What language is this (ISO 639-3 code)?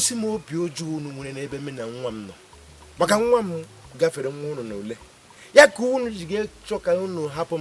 ibo